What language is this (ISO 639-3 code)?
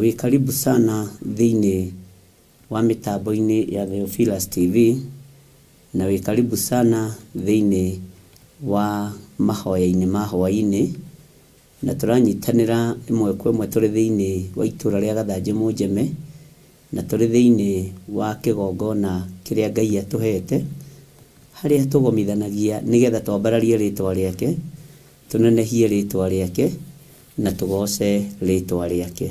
kik